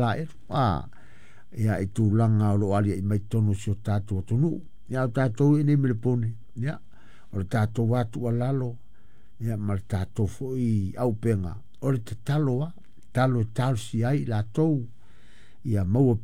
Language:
Samoan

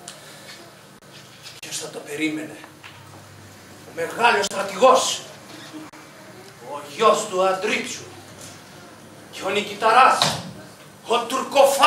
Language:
Greek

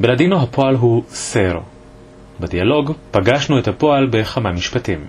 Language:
Ladino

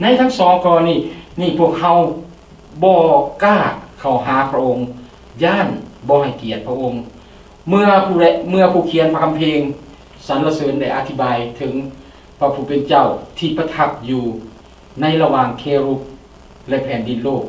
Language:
Lao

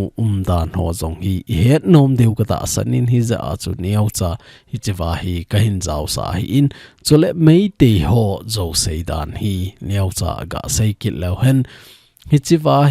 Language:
Thado Chin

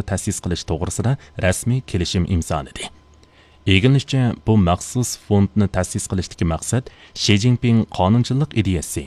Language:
Uyghur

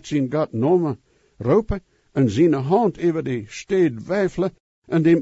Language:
Plautdietsch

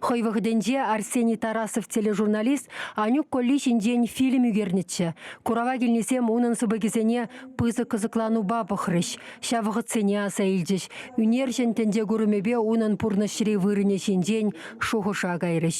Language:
Chuvash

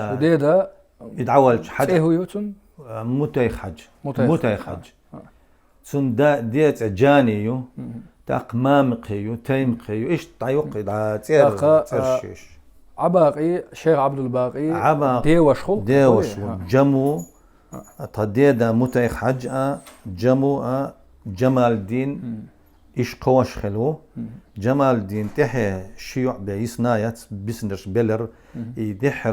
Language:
Chechen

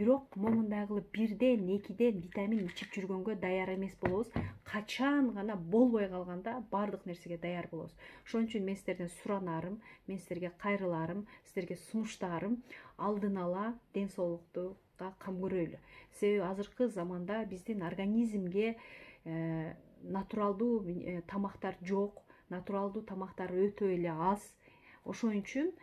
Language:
Kyrgyz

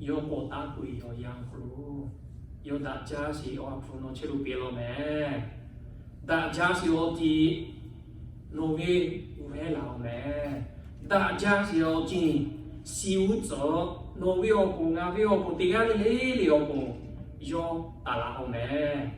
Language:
Lahu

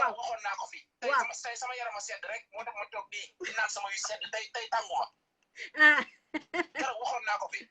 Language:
Wolof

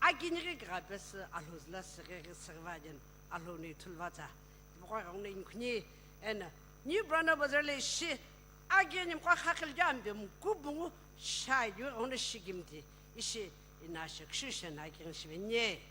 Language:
Sumi Naga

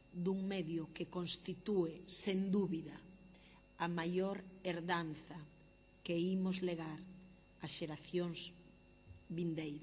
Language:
Galician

